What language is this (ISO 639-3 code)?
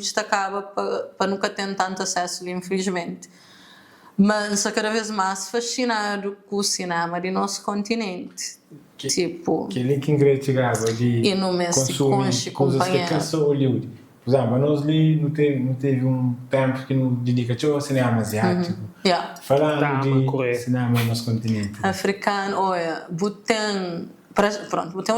kea